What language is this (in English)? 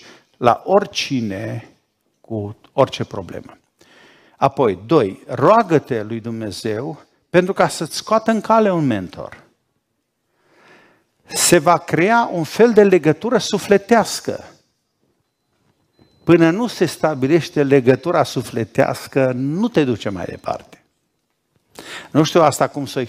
Romanian